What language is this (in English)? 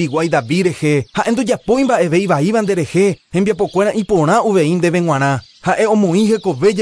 Guarani